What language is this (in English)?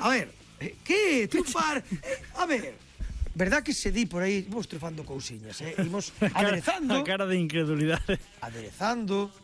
Galician